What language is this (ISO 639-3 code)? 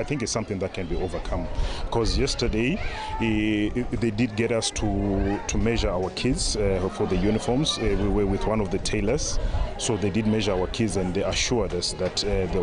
tsn